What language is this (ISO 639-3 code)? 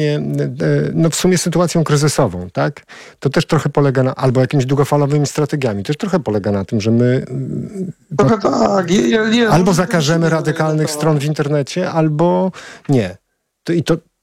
pol